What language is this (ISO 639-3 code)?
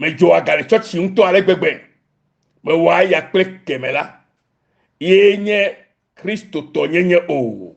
ewe